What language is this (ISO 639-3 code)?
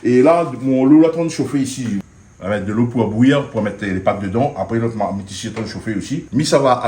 rcf